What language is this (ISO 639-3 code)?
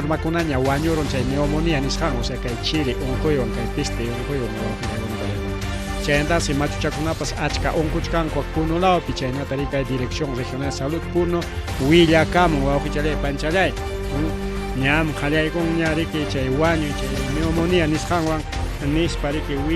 quy